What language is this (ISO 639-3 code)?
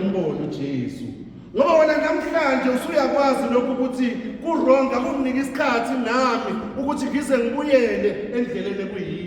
zul